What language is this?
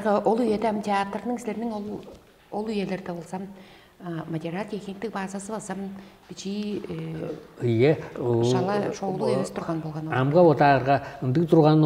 Tuvinian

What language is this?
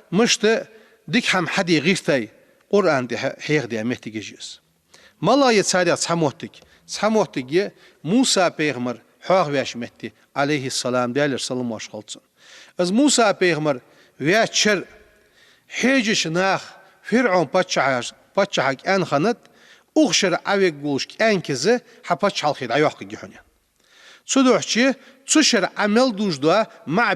Ingush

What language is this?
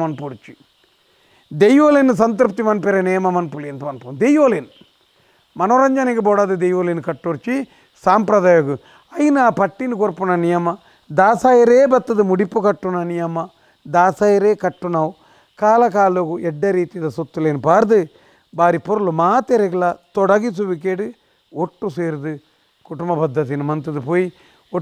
Tulu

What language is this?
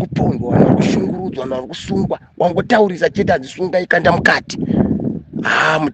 Shona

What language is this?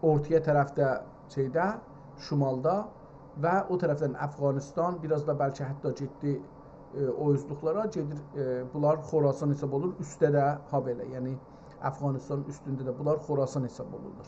South Azerbaijani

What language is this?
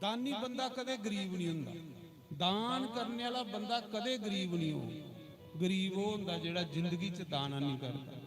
Dogri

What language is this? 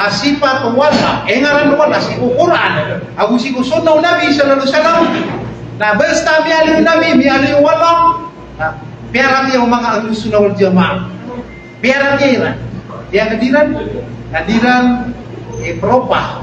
Maranao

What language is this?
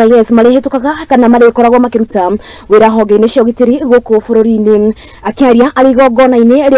Kikuyu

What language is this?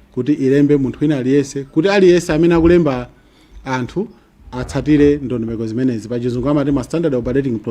Nyanja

